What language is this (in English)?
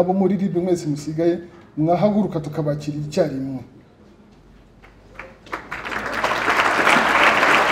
Kinyarwanda